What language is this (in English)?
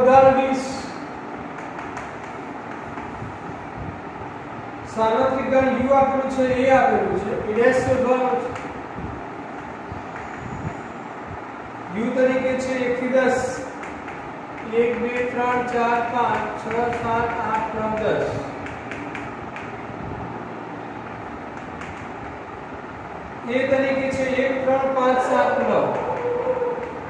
Gujarati